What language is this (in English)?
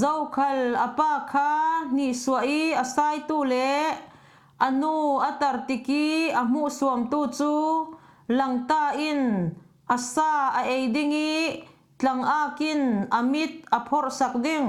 Falam Chin